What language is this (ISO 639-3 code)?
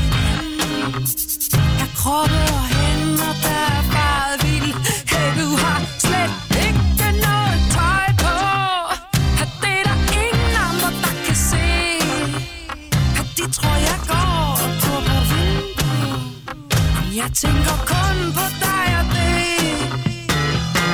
dan